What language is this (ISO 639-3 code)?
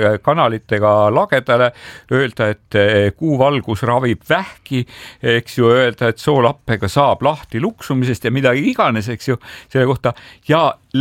est